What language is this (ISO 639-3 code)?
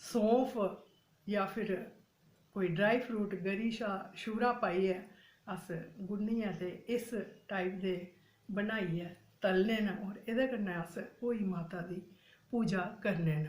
doi